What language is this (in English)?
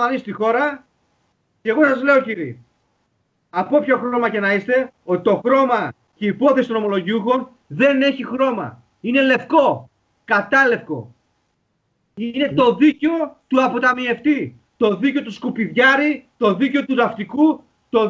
Greek